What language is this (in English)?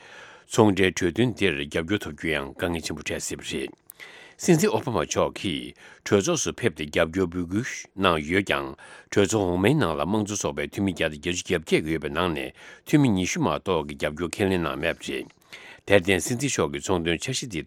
Tibetan